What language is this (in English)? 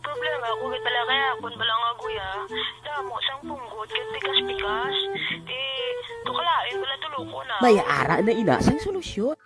Hiligaynon